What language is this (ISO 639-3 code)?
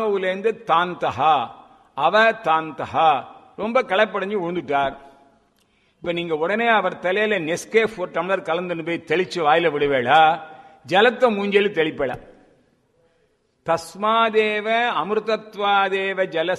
tam